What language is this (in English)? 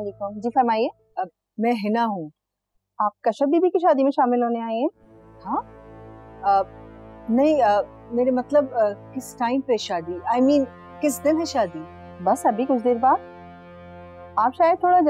Hindi